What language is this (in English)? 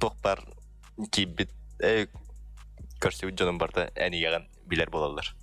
Yakut